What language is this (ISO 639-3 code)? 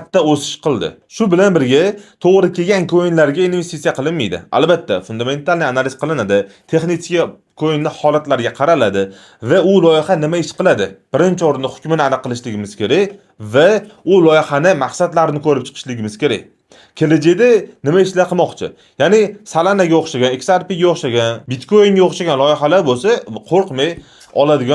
uzb